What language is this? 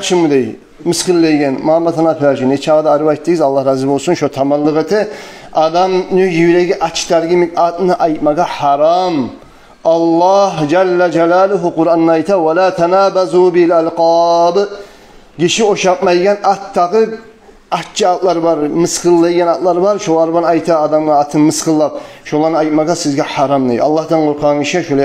Kumyk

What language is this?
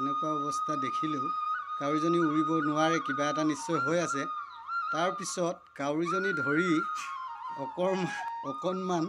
Assamese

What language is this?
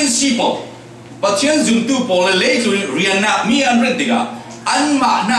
Falam Chin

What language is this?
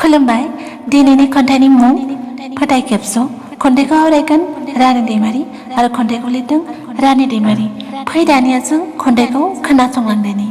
Bodo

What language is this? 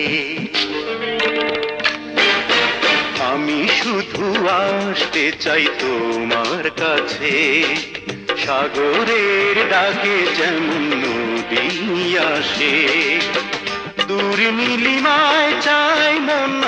Bangla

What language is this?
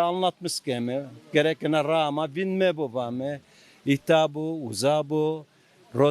Zaza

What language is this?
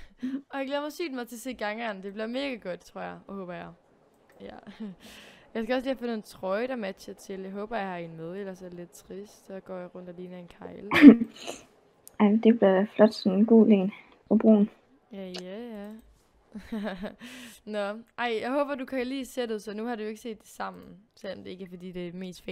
Danish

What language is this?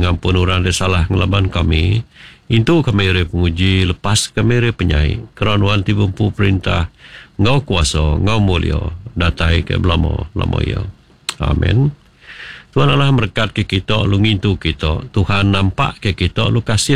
Iban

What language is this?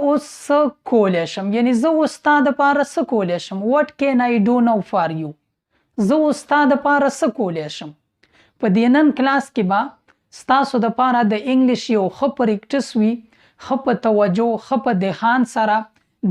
Pashto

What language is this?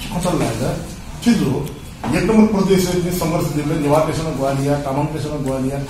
Newari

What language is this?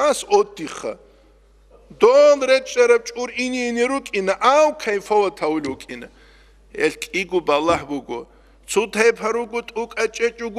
Avaric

